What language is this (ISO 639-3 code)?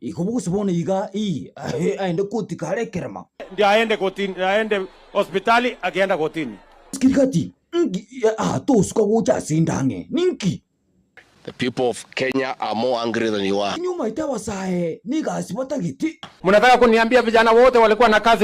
guz